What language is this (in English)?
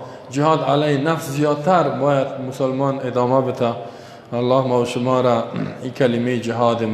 Persian